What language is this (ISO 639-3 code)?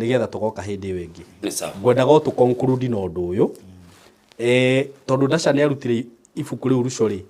kik